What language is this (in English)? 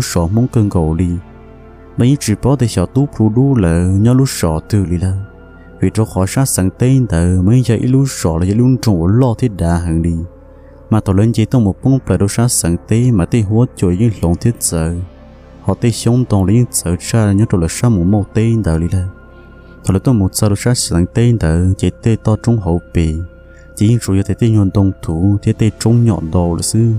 Hmong